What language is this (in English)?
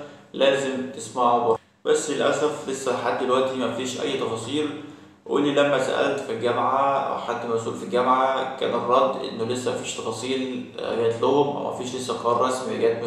Egyptian Arabic